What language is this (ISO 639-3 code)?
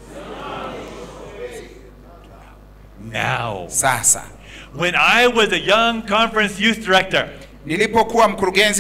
swa